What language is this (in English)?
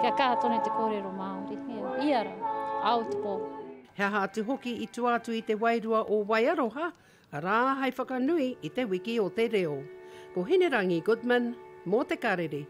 Māori